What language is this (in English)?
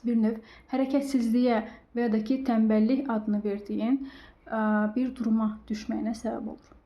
Azerbaijani